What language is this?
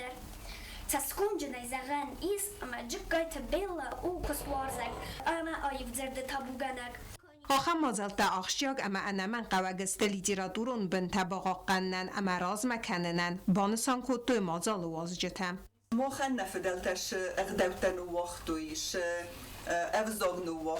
Ossetic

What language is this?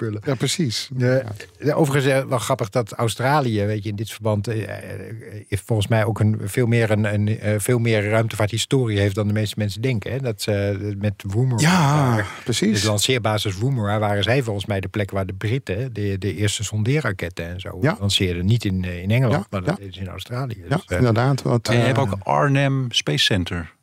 Dutch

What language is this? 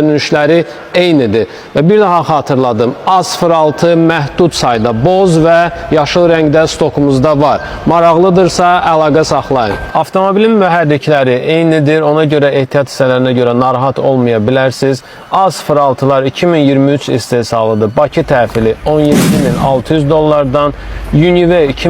Azerbaijani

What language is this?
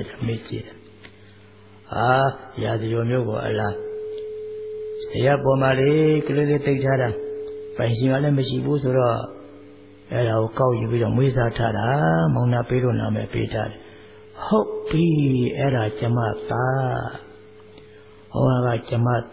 Burmese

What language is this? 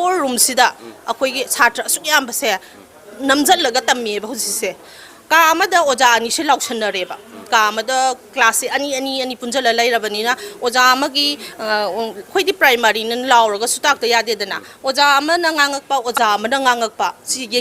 Manipuri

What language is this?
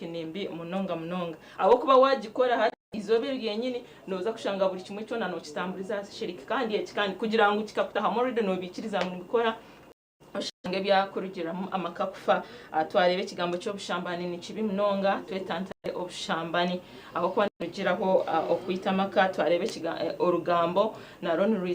Nyankole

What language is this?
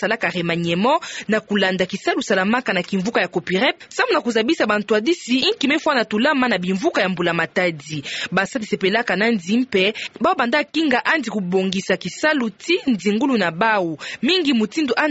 Kituba (Democratic Republic of Congo)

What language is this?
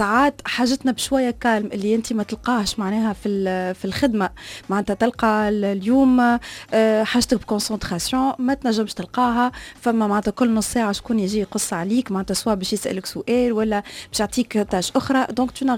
Tunisian Arabic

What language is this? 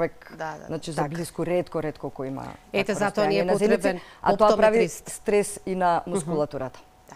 Macedonian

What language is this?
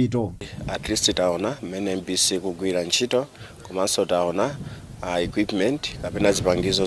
Nyanja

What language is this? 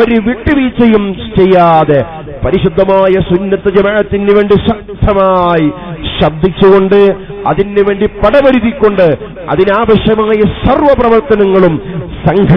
Malayalam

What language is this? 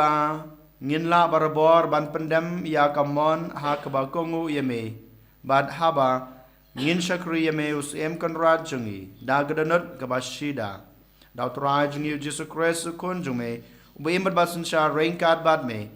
Khasi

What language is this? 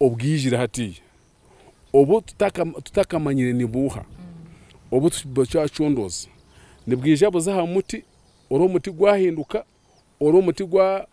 Nyankole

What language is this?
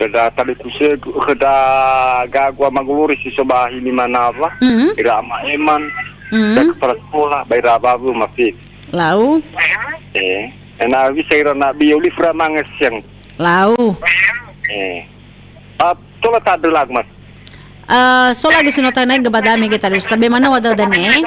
Nias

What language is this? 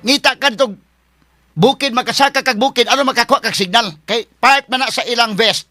Cebuano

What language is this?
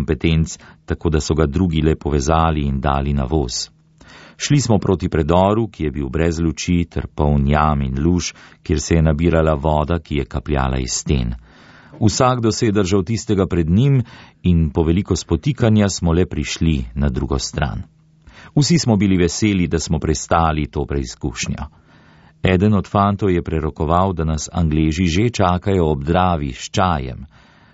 Slovenian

